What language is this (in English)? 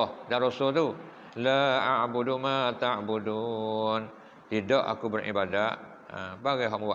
Malay